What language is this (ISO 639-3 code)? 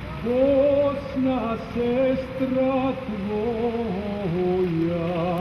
srp